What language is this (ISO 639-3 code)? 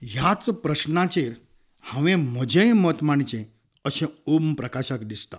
kok